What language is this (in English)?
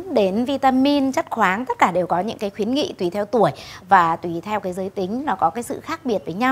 Vietnamese